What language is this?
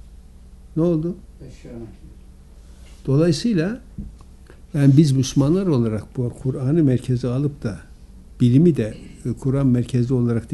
Turkish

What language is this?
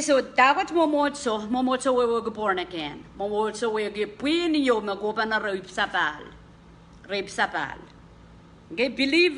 Pohnpeian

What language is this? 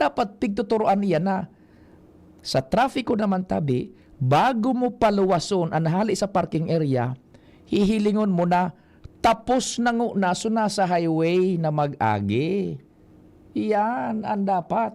Bikol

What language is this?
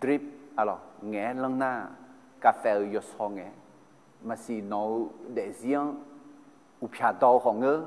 Akha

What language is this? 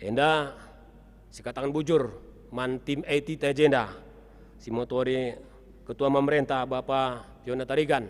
Batak Karo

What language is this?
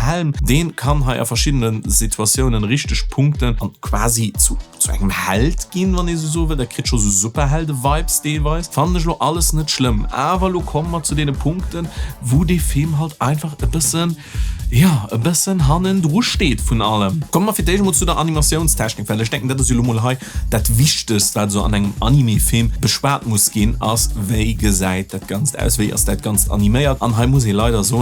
Luxembourgish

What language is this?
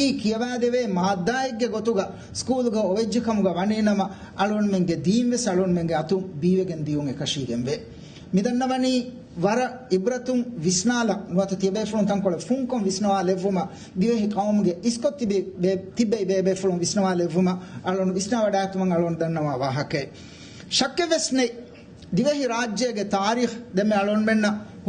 Divehi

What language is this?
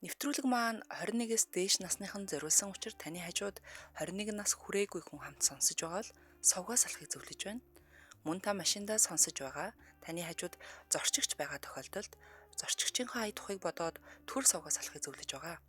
Mongolian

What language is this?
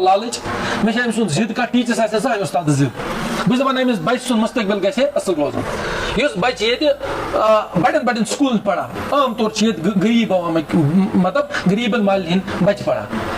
Kashmiri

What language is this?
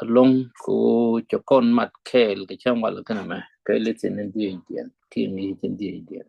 Nuer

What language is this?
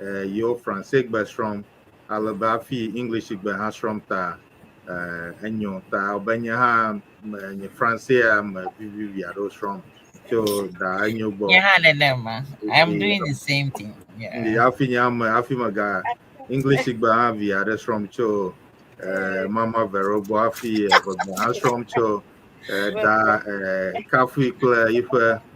Ewe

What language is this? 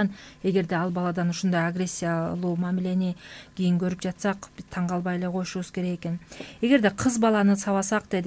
Kyrgyz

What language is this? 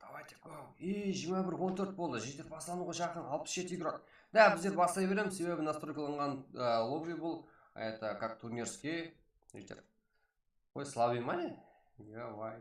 Kara-Kalpak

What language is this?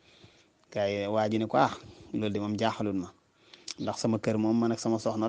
Wolof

